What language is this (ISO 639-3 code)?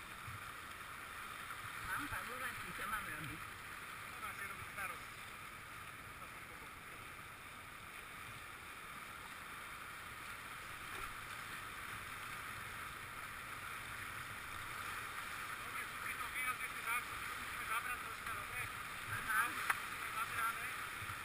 slk